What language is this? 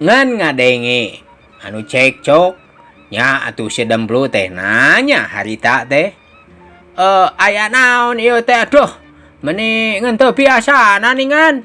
Sundanese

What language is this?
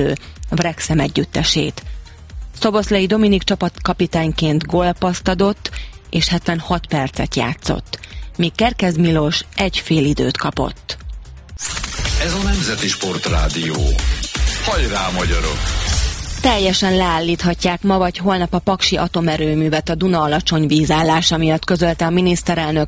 Hungarian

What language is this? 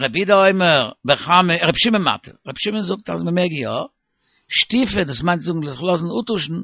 Yiddish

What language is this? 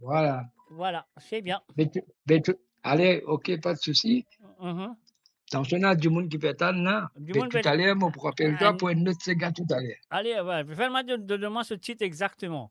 Morisyen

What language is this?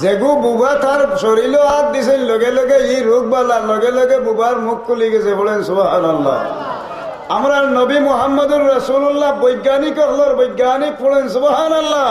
Sylheti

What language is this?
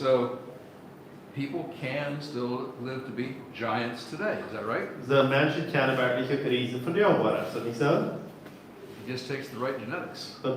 Plautdietsch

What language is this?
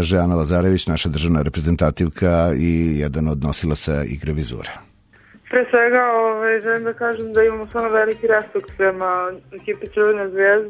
Serbian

